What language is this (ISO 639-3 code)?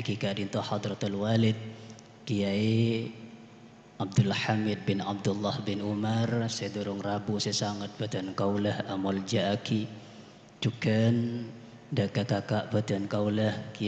mad